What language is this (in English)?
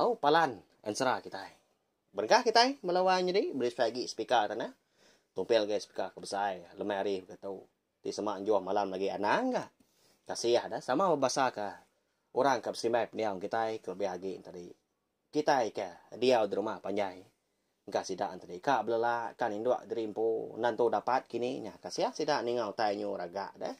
Iban